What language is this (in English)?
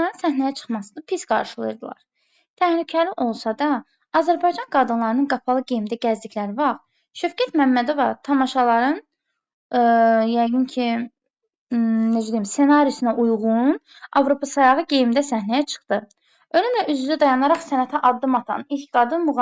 Azerbaijani